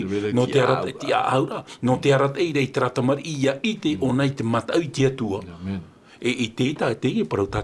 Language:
Tahitian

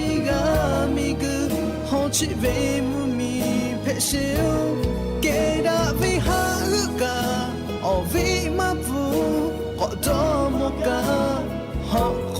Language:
Lahu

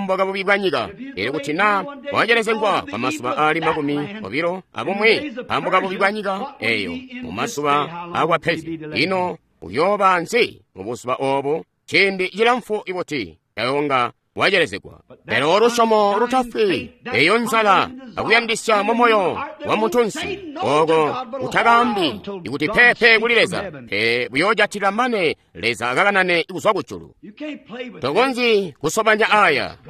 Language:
Tonga (Zambia)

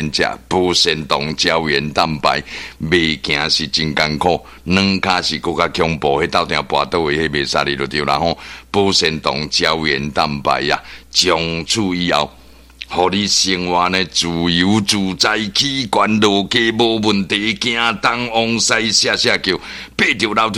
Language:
Min Nan Chinese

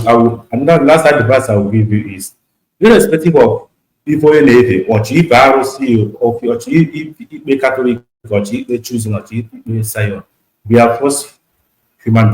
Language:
Igbo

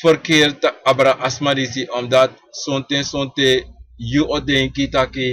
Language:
Sranan Tongo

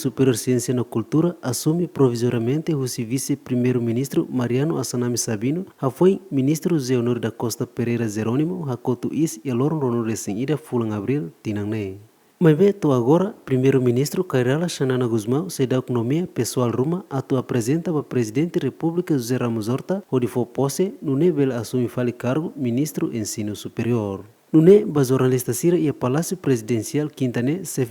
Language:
Tetum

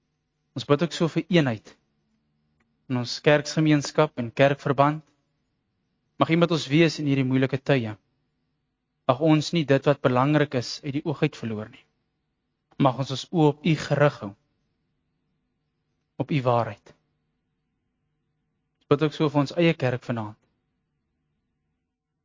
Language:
Afrikaans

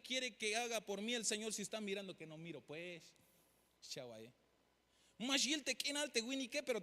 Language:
Tzeltal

